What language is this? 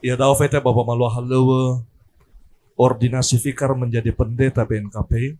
Nias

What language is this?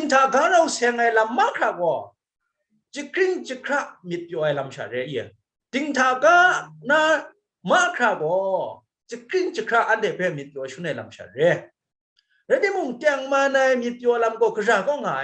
Kachin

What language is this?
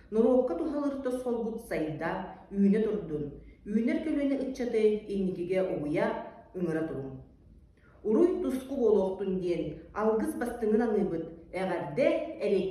Yakut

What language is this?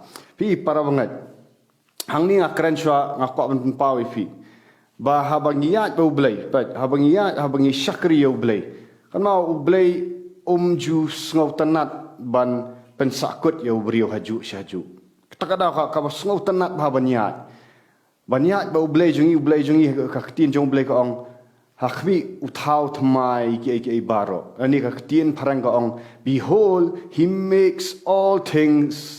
Khasi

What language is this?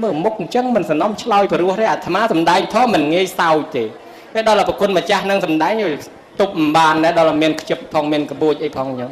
Khmer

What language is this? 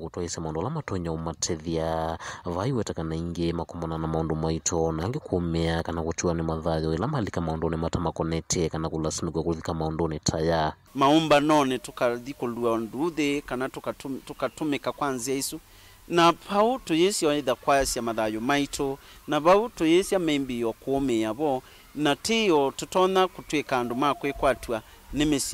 Kamba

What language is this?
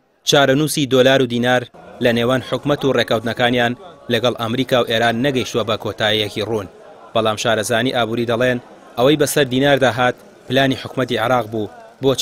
Central Kurdish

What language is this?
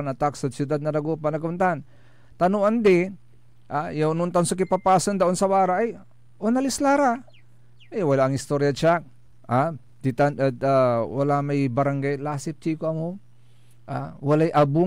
Pangasinan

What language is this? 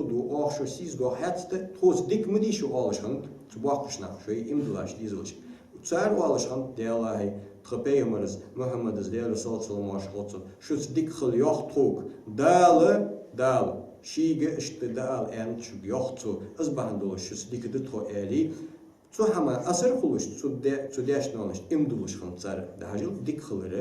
Ingush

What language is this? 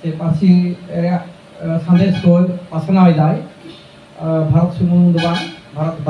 Santali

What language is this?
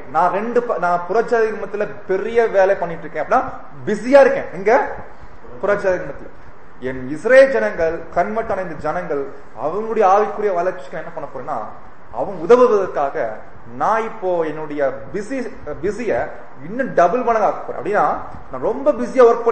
Tamil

